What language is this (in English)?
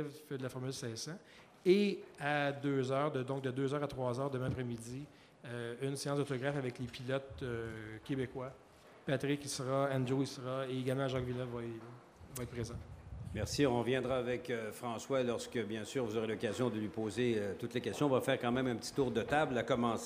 French